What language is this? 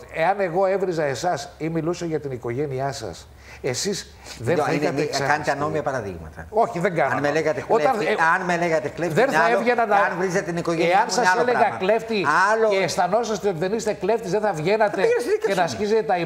Greek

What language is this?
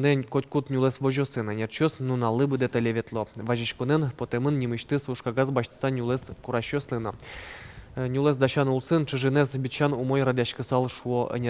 Udmurt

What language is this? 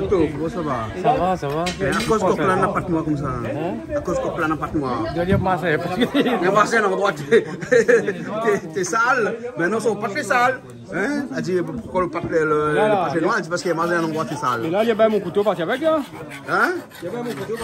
Réunion Creole French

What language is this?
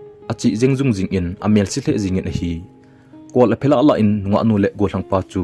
Thado Chin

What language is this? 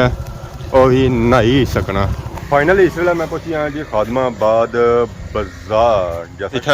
Pahari-Potwari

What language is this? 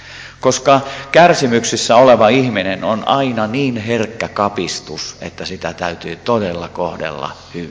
Finnish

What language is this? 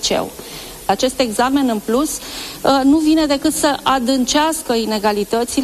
Romanian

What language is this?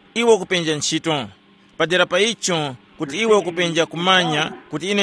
Tumbuka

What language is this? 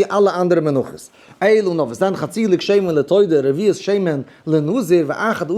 Yiddish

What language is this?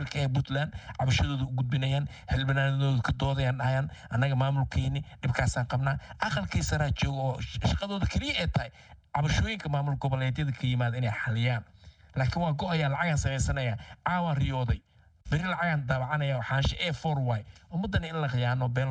Somali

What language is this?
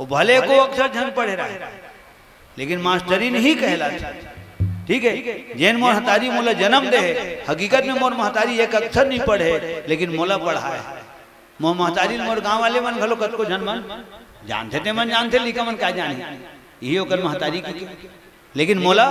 Chhattisgarhi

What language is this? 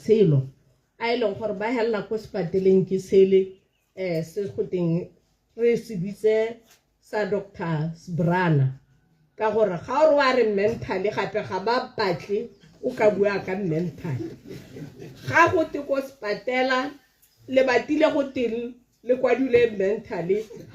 Tswana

